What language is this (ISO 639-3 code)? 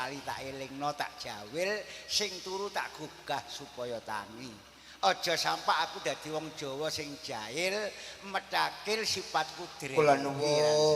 jav